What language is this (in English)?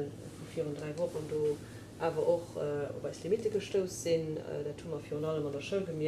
Luxembourgish